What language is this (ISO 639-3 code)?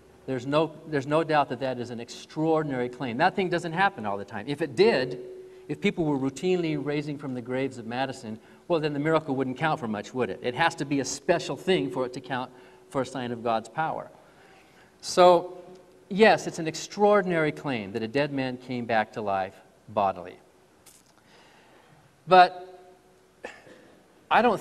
eng